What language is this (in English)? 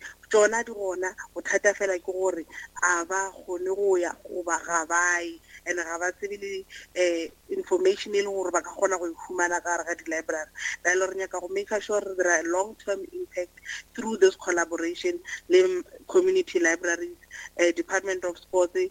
Northern Sotho